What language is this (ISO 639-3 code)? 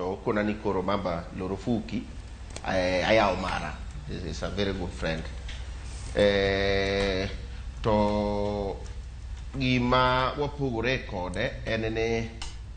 luo